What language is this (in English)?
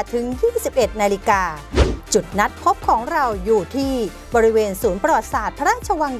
Thai